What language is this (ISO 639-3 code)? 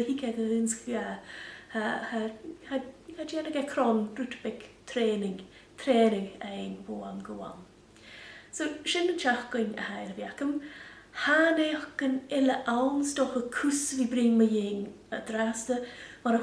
gla